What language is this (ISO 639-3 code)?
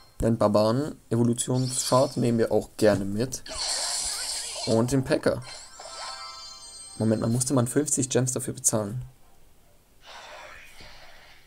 deu